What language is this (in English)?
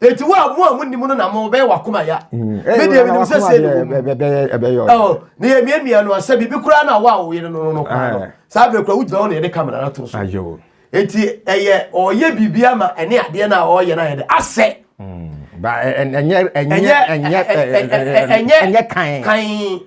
Akan